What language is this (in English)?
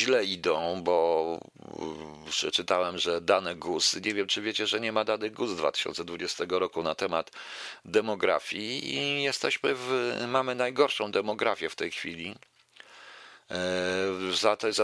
Polish